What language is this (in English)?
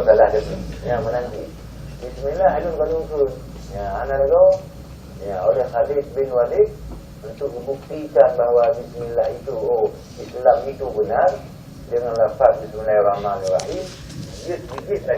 Achinese